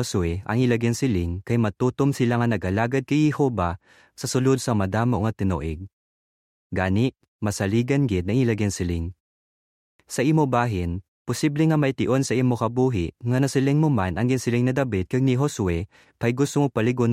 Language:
Hiligaynon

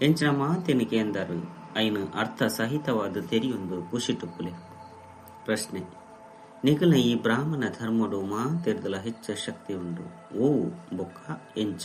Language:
Tulu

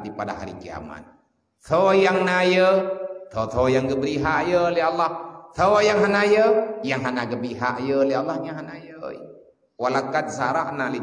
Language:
Achinese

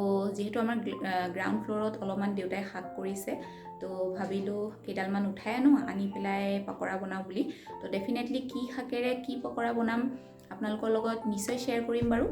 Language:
Assamese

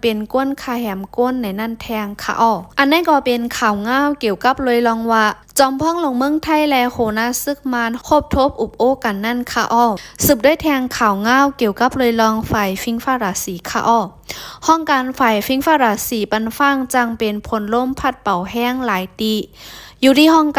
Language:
Shan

